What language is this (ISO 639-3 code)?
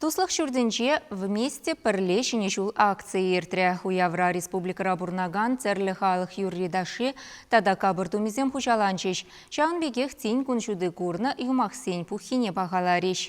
chv